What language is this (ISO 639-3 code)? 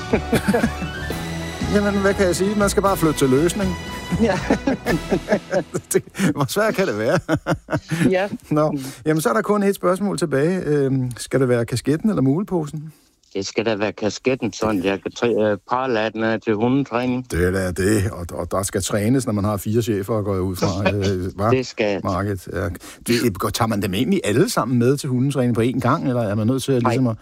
dan